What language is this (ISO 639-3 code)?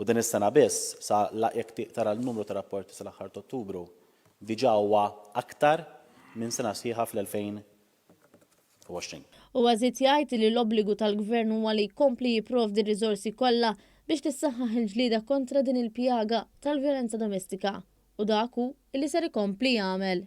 mlt